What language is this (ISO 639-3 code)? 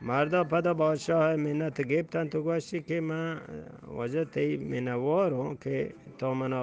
bgp